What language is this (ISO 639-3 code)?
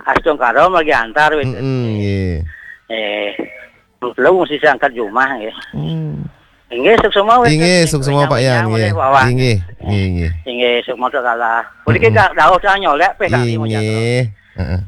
ban